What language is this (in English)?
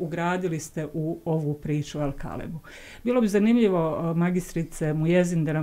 Bosnian